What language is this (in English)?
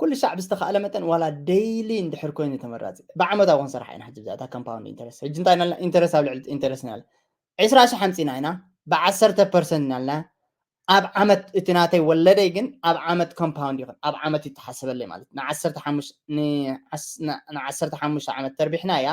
Tigrinya